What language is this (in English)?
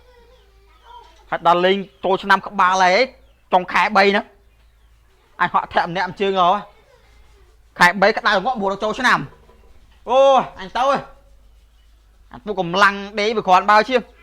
Khmer